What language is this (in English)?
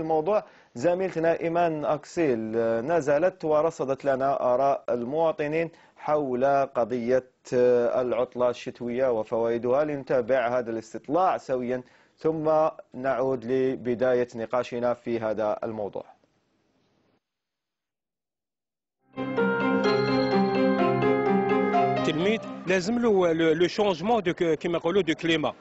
Arabic